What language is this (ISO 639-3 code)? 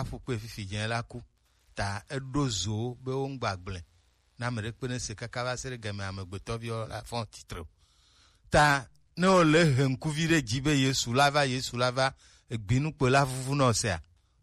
gej